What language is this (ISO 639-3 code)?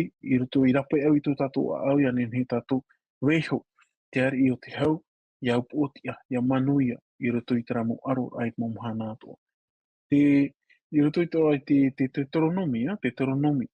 tah